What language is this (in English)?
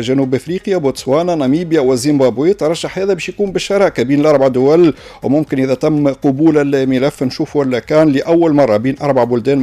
Tunisian Arabic